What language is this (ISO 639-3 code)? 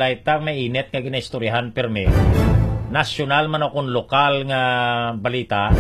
hil